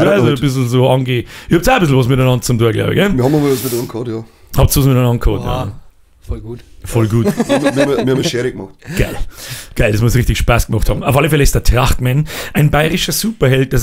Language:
Bavarian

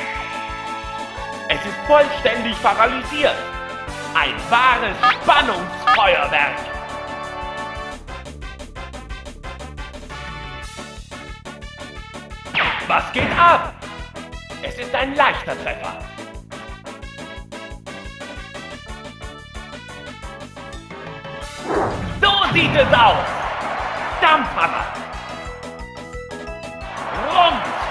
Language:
German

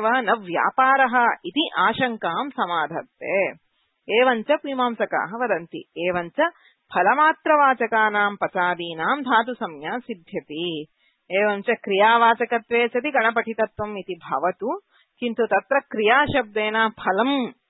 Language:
Sanskrit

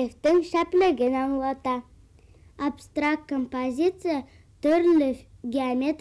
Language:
Bashkir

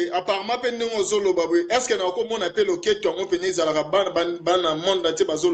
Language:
Lingala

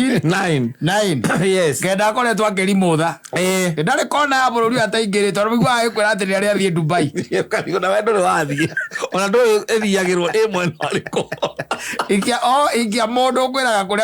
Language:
Kikuyu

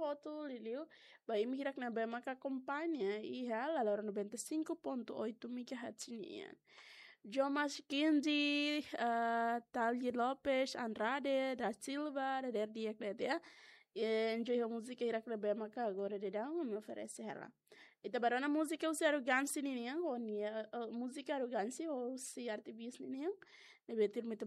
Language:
Tetum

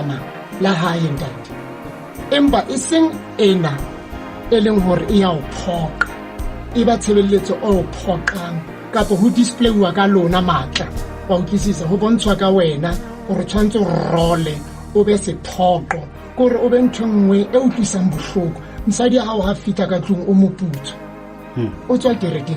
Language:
Southern Sotho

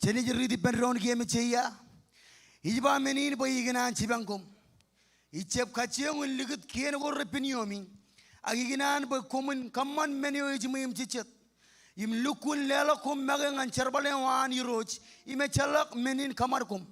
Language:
Marshallese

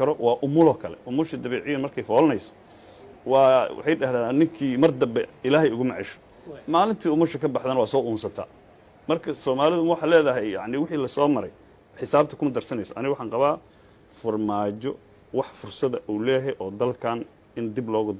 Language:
Somali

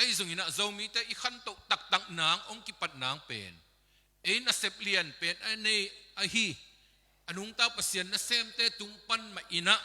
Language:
Tedim Chin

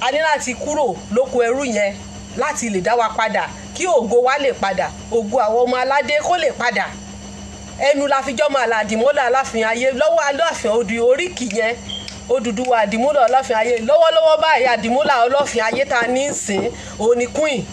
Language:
Yoruba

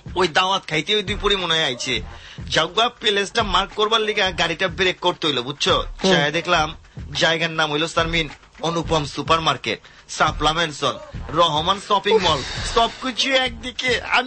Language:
Bangla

